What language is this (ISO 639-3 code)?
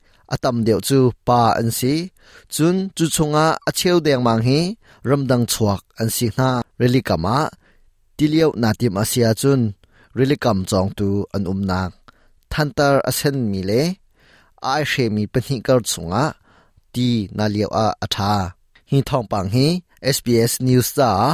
cnh